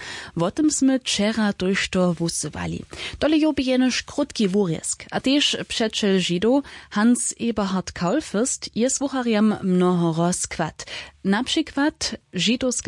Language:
Upper Sorbian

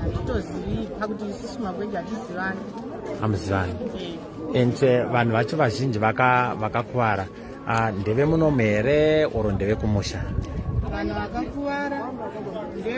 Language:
Shona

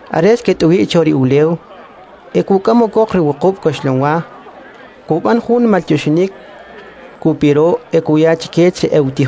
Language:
Kʼicheʼ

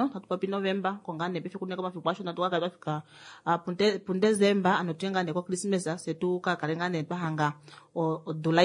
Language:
Kuanyama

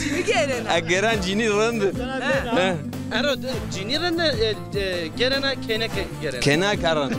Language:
Zaza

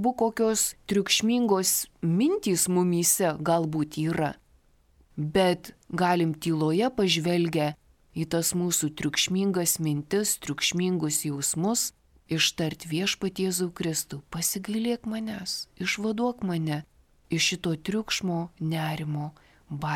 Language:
Lithuanian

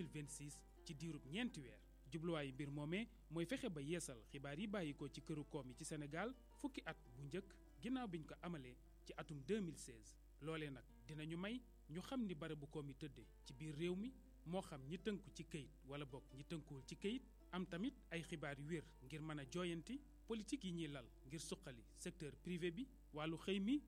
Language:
Wolof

